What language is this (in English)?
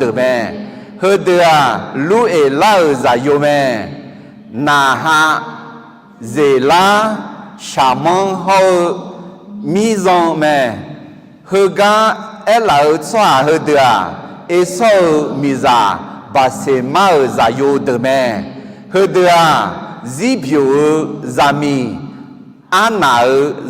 Akha